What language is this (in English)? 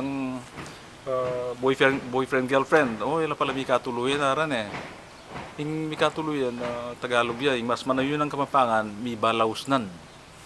Pampanga